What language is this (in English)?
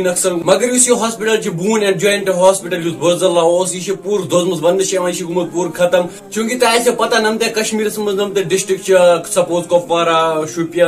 Kashmiri